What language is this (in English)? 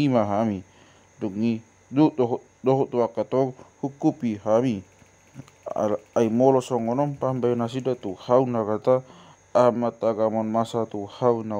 Batak Toba